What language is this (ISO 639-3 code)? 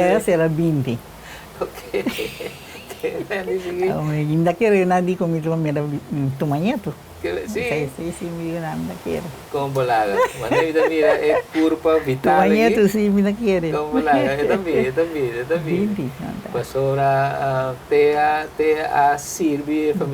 pap